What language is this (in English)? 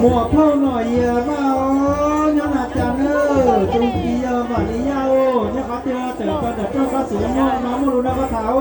Hmong